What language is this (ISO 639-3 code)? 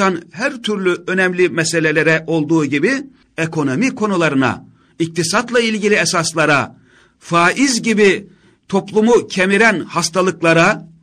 tur